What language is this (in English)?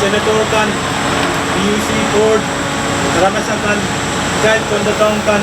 Pohnpeian